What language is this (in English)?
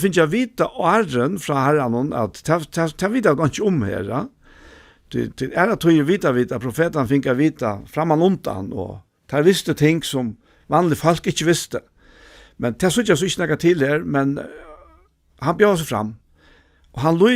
Faroese